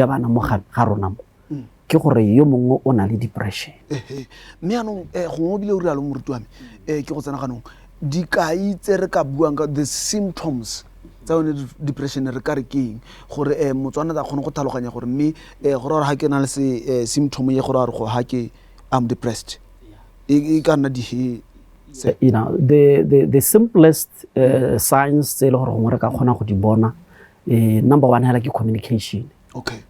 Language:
Tswana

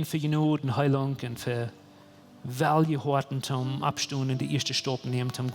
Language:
Plautdietsch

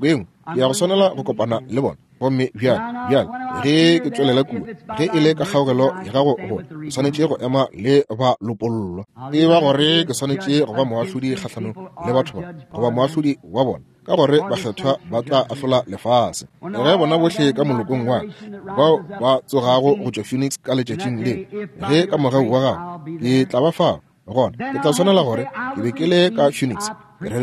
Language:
Northern Sotho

